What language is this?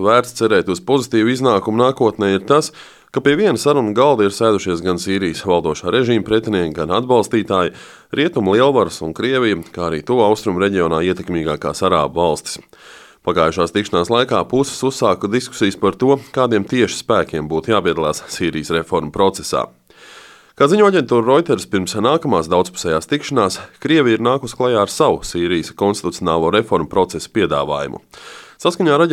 Latvian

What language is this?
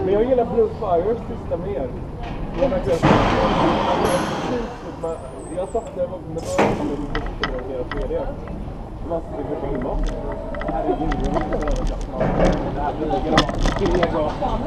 Swedish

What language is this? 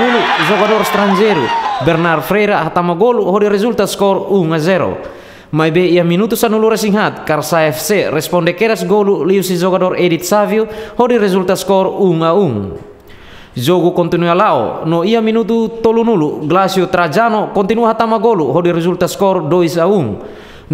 Tetum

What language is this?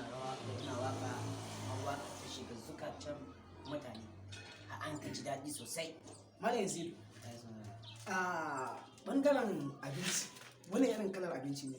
Hausa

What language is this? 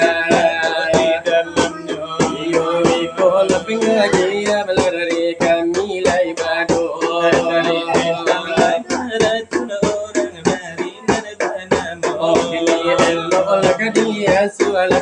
Minangkabau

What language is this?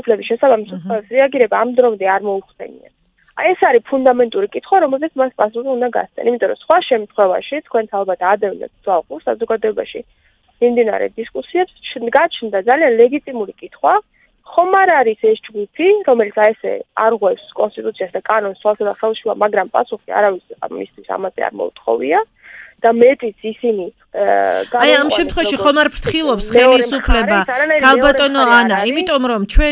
Georgian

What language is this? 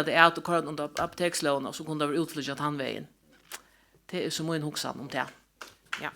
Faroese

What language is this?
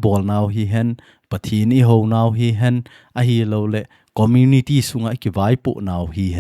Thado Chin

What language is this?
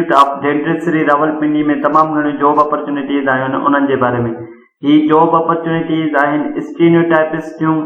Sindhi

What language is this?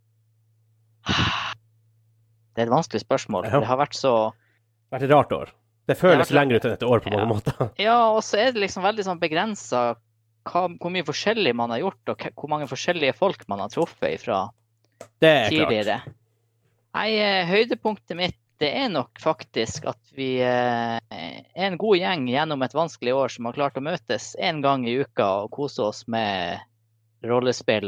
Norwegian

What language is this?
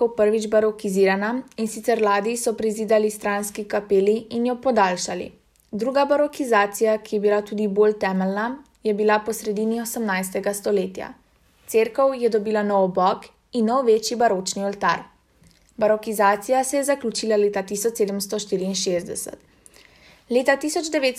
Slovenian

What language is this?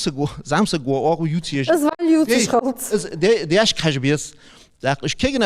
Ingush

